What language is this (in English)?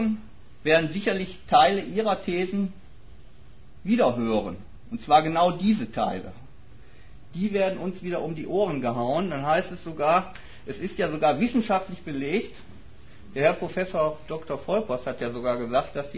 German